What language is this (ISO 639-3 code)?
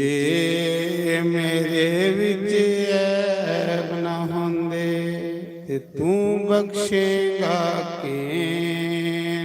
doi